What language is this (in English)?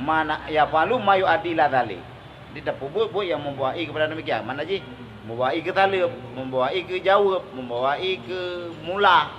Achinese